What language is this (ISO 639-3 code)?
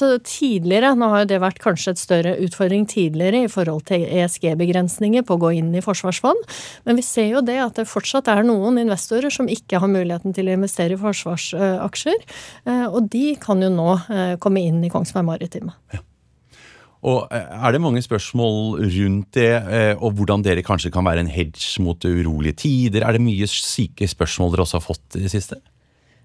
nor